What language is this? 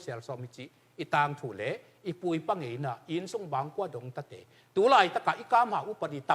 Tedim Chin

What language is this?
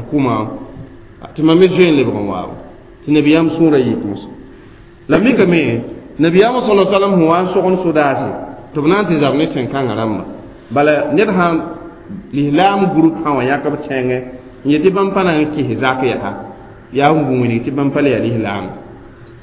Mossi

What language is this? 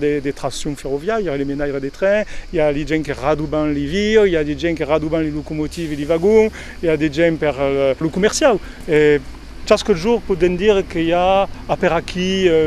Occitan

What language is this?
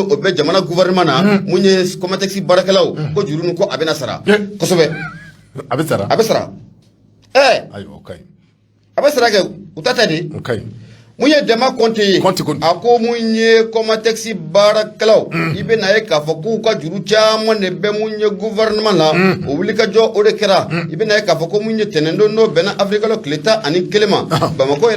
Bambara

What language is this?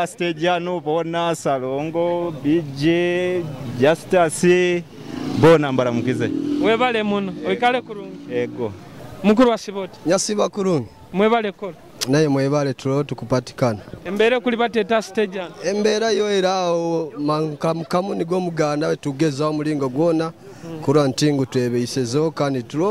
Nyoro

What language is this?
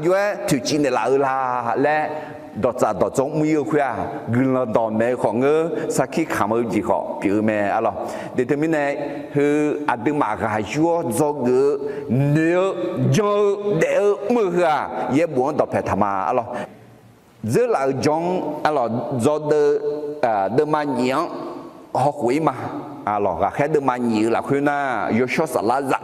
Akha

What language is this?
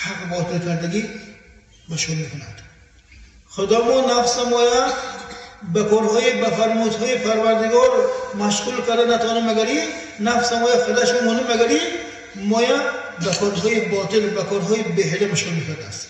Tajik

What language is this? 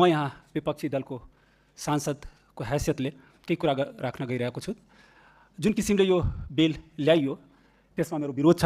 Nepali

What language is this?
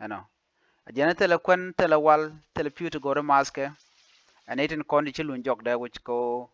Nuer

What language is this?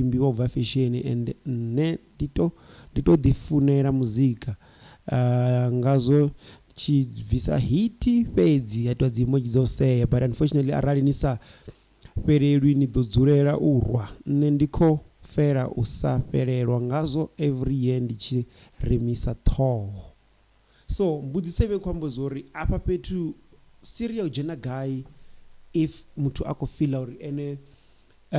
Venda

